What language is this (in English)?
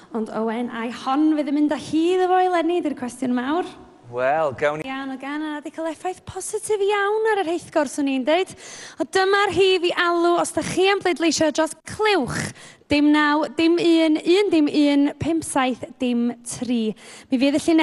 Welsh